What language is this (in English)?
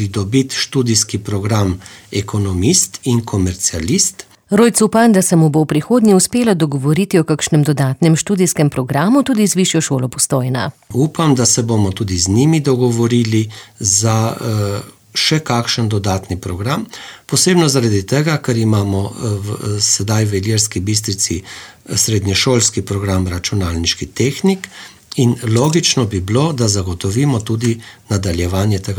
Slovenian